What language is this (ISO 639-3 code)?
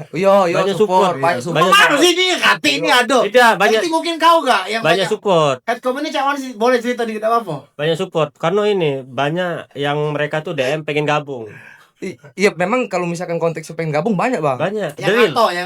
mui